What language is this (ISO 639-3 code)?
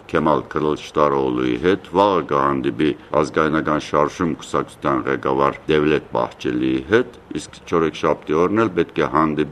hye